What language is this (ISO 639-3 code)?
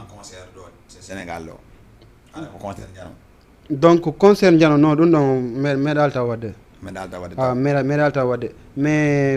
ful